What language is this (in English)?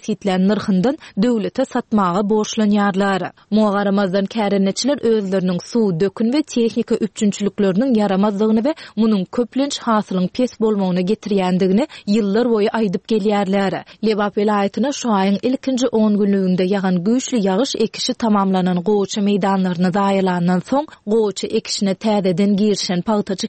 Turkmen